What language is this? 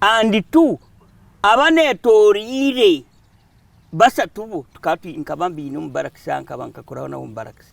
Nyankole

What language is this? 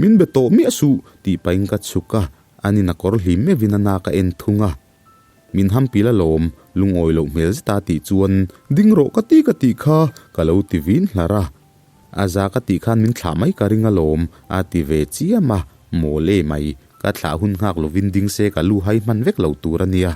Mizo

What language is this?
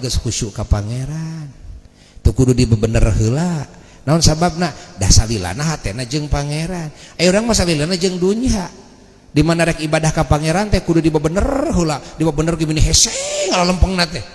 Sundanese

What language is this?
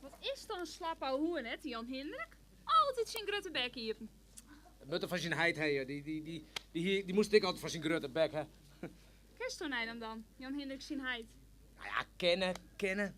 Western Frisian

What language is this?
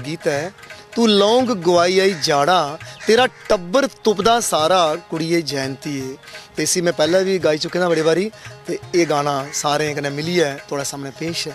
Dogri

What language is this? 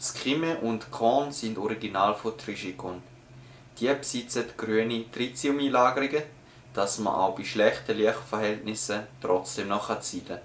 Swiss German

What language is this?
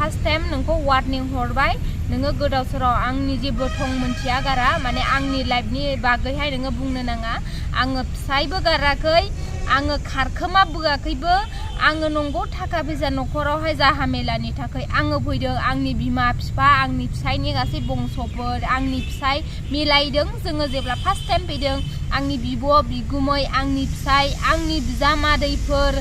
Bodo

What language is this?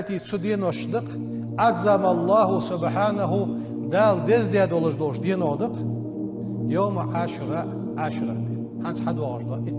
Ingush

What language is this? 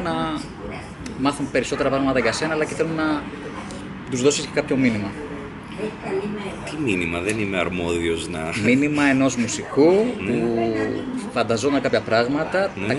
Greek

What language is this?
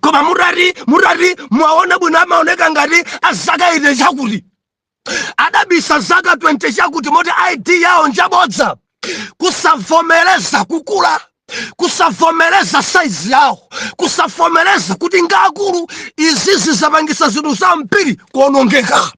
Nyanja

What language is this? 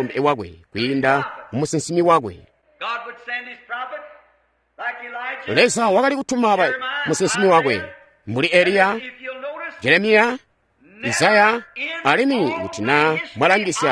Tonga (Zambia)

